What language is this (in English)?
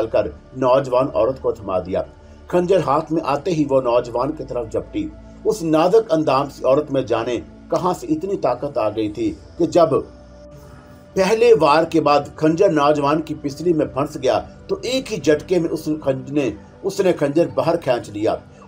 Urdu